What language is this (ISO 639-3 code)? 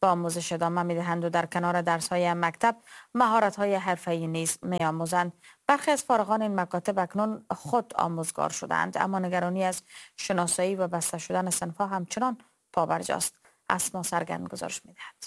fas